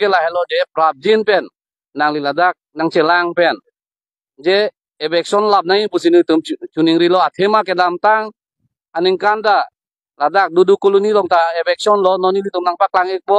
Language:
Karbi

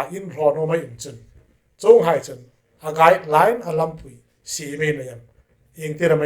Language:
Hmar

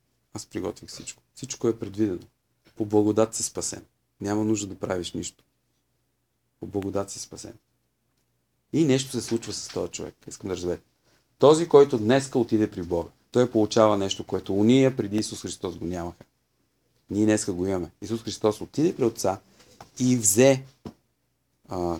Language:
Bulgarian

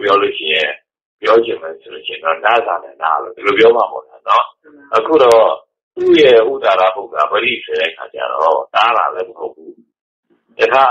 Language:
Burmese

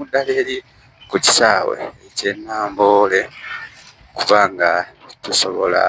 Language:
Ganda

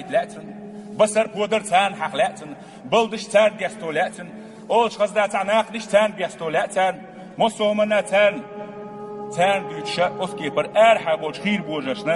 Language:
Chechen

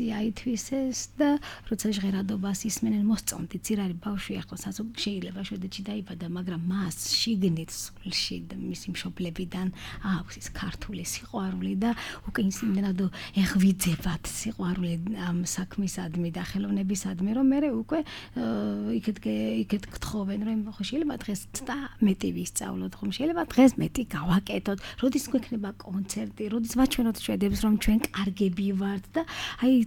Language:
Georgian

